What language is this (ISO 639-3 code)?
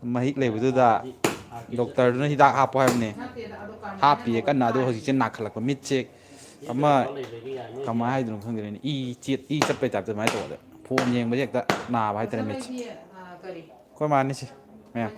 mni